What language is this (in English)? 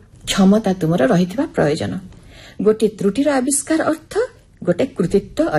Odia